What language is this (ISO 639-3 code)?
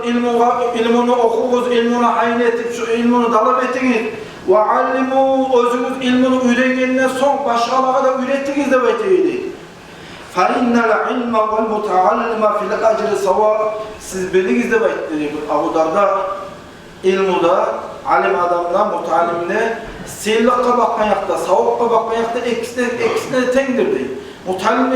kum